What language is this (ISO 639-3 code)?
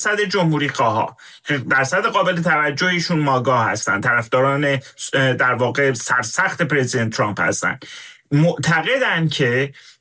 fas